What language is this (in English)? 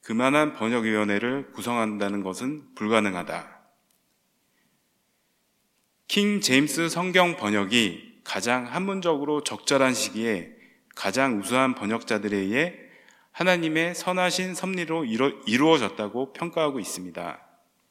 Korean